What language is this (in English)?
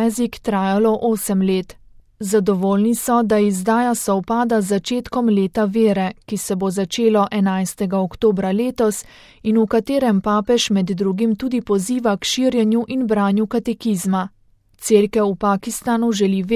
Slovenian